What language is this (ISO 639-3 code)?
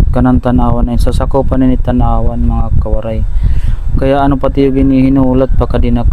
war